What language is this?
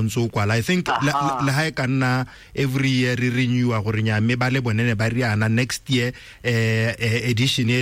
Tswana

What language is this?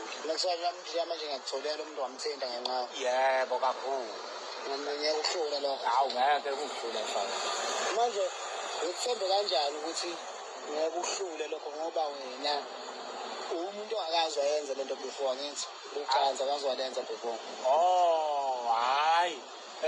Zulu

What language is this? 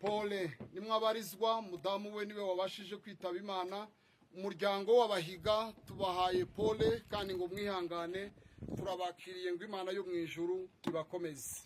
Kinyarwanda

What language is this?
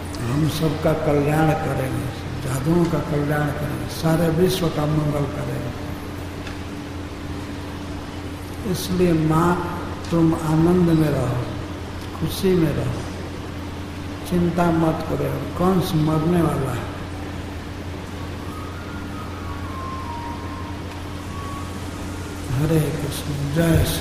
Hindi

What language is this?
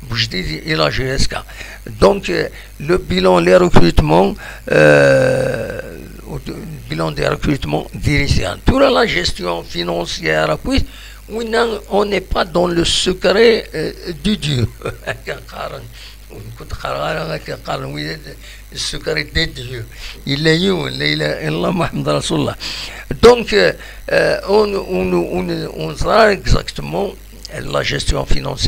Kabyle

